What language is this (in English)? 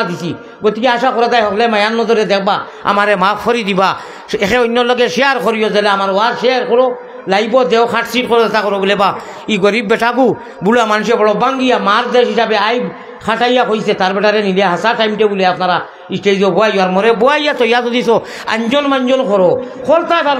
Sylheti